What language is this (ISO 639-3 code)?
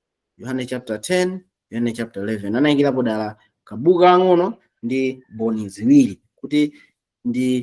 nya